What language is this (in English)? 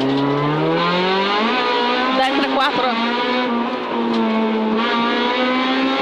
Italian